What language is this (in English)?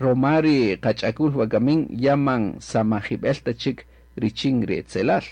Kaqchikel